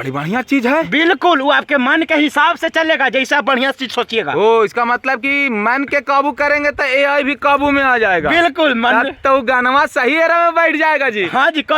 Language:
Magahi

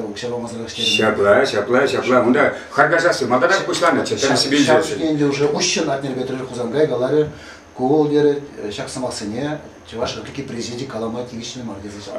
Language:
Chuvash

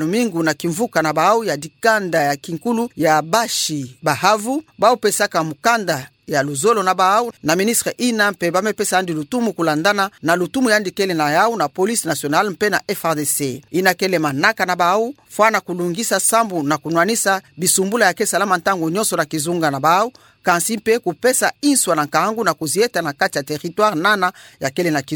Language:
Kituba (Democratic Republic of Congo)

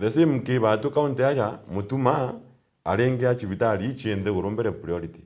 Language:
Meru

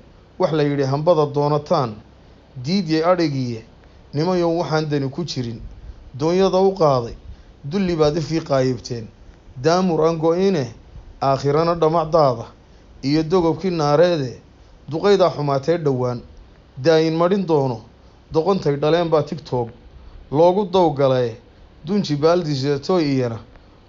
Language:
Somali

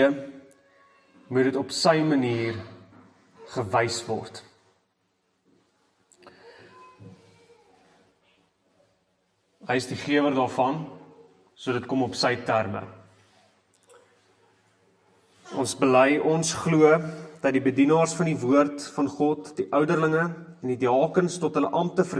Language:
Afrikaans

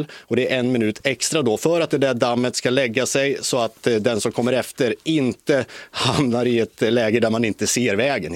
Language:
Swedish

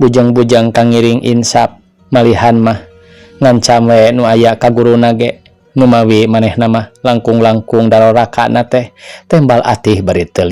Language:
Sundanese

